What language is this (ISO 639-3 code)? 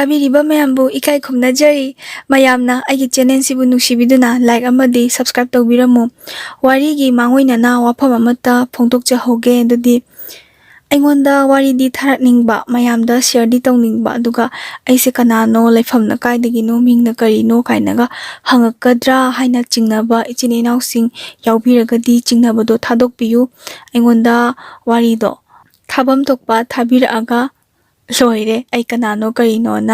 mni